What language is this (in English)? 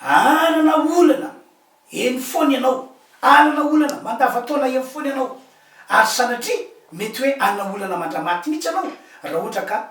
Malagasy